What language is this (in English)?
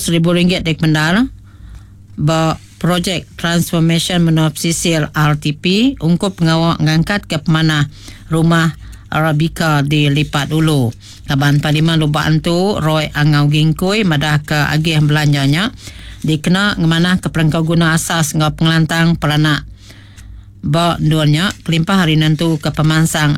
Iban